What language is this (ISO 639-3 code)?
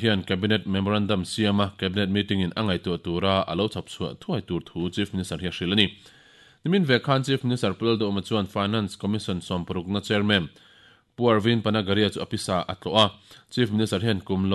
lus